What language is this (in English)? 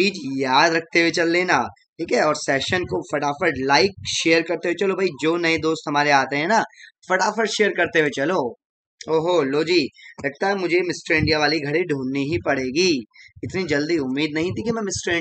Hindi